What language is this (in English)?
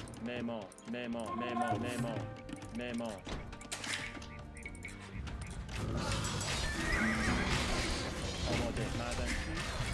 Persian